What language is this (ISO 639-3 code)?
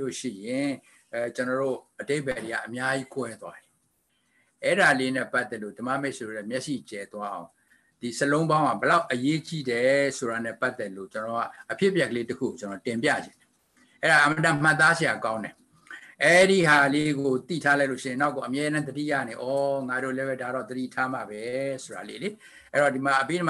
mya